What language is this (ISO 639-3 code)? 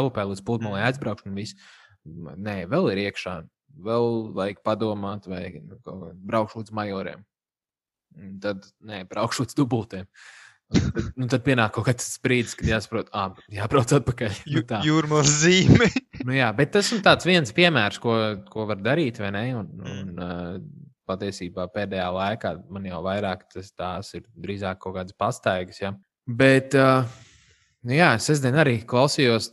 lav